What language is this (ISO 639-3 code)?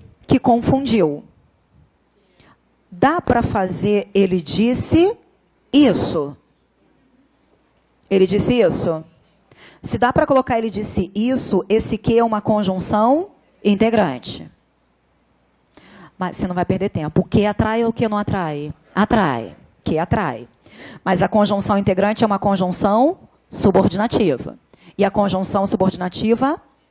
por